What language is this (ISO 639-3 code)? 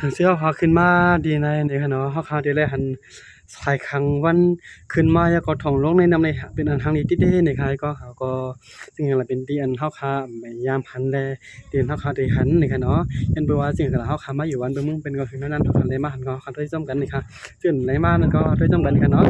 shn